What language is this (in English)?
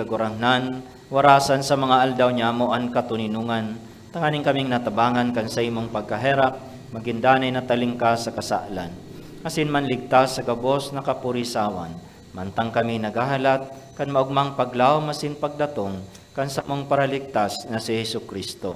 Bikol